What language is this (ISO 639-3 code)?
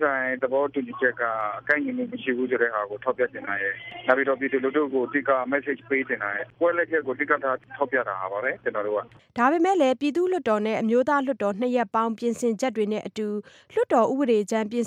mya